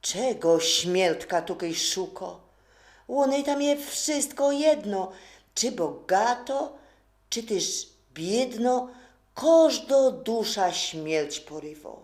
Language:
Silesian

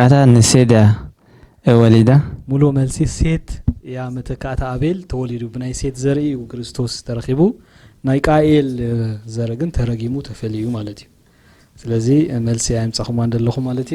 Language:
Tigrinya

